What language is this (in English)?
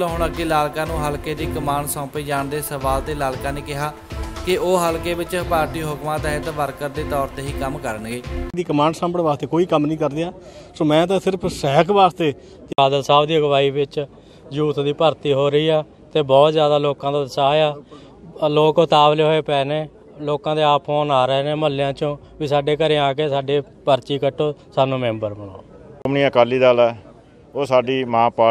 Punjabi